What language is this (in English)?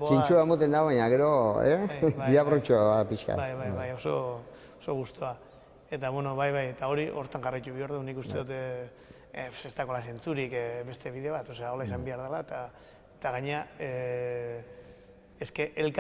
Basque